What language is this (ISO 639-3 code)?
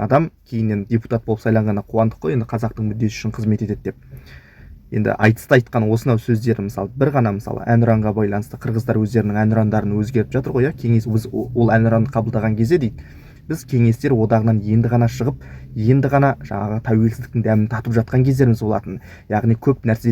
kaz